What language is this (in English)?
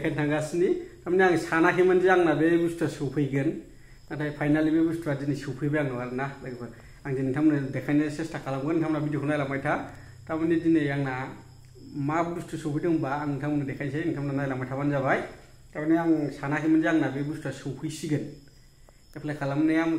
Bodo